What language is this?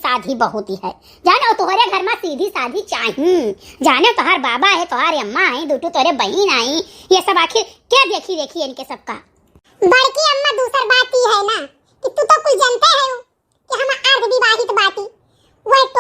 Awadhi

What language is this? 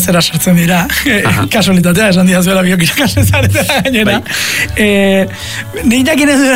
Basque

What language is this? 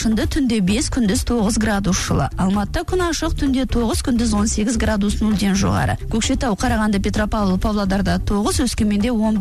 Kazakh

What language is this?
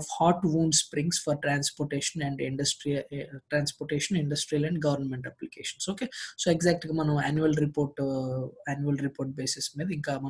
Telugu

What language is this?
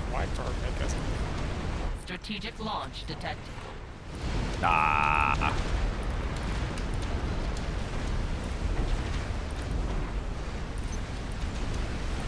English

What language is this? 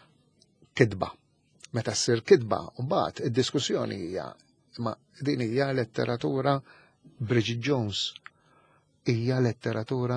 Maltese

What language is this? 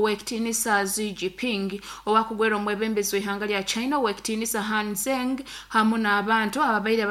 Nyoro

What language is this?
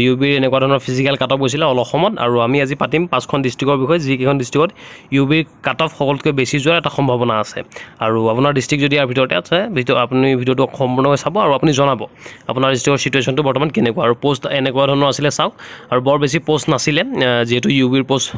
Assamese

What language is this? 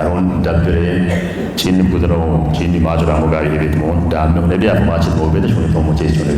Kafa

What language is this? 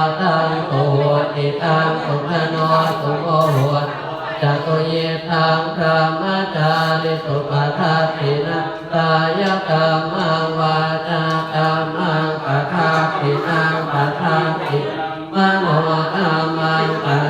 Pali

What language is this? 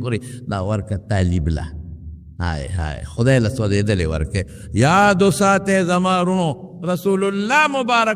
Pashto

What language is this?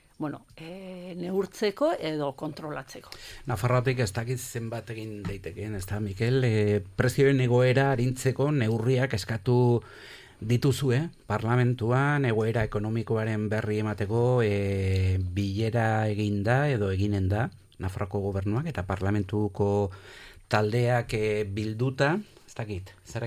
Basque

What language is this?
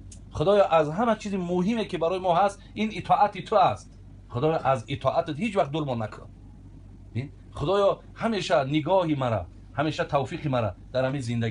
Tajik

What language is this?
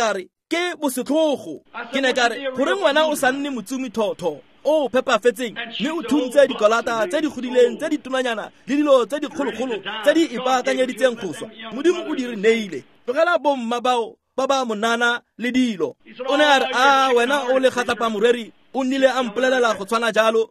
Tswana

